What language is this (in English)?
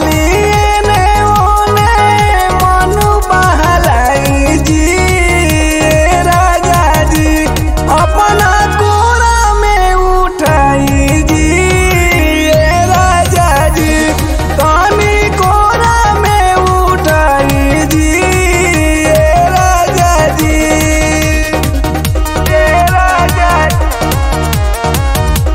Bhojpuri